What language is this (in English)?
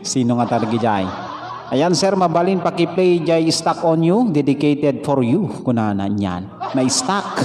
Iloko